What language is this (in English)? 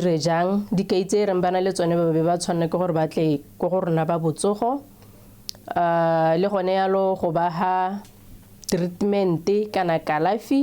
Tswana